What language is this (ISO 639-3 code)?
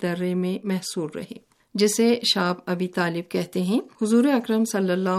urd